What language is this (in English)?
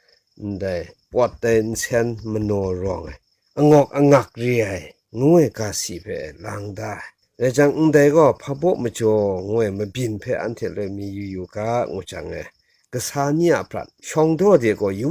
Kachin